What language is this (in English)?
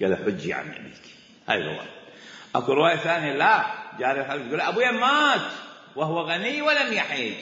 Mesopotamian Arabic